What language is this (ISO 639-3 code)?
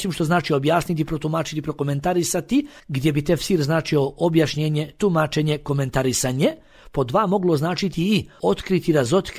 bos